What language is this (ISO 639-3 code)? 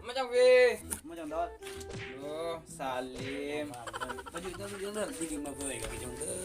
mad